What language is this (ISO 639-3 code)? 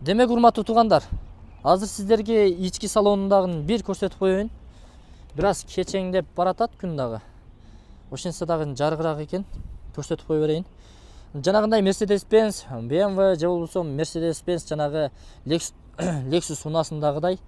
kir